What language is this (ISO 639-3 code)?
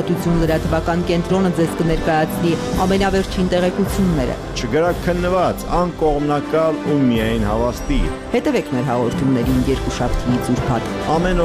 hye